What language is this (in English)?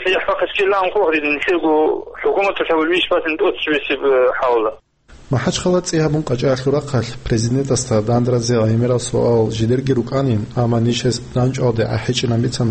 Avaric